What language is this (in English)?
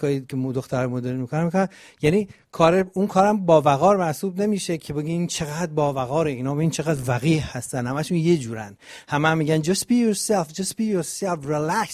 Persian